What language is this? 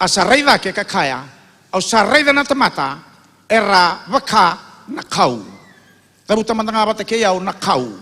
Fijian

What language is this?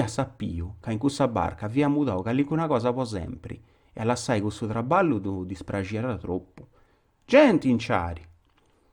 Sardinian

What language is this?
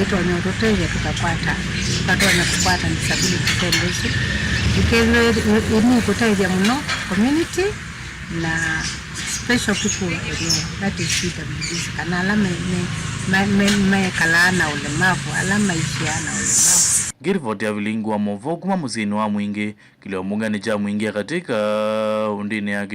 Kamba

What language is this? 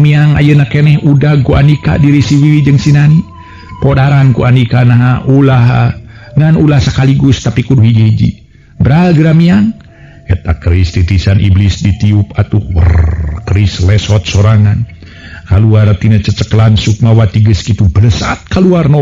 Sundanese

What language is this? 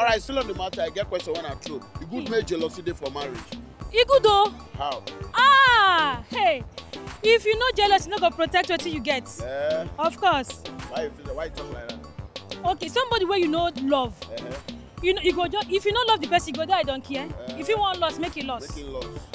Nigerian Pidgin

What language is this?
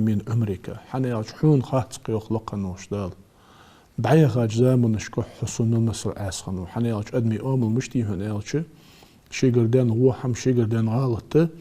Ingush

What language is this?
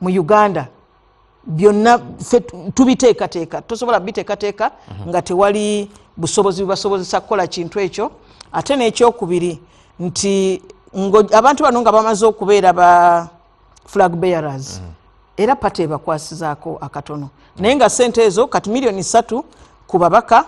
Ganda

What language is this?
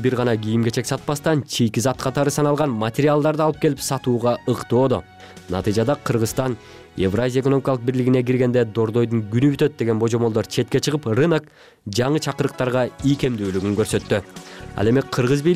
Kyrgyz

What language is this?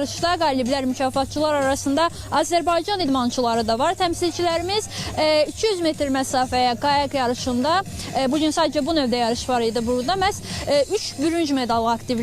Azerbaijani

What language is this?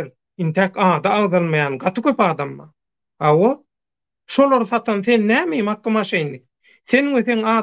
Turkmen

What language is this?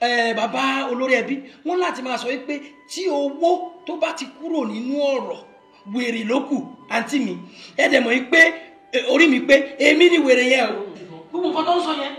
Yoruba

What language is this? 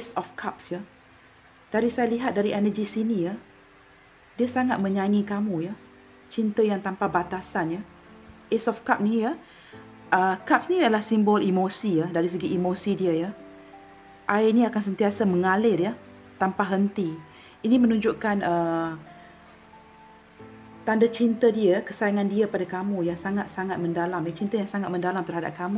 Malay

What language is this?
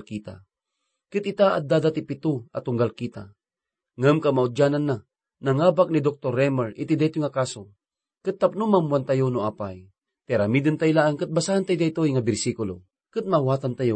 Iloko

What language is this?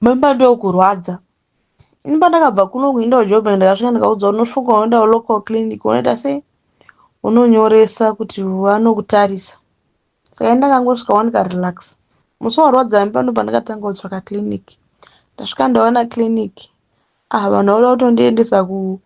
Shona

